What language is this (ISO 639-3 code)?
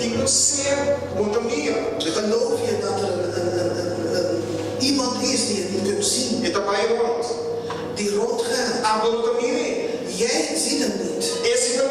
pap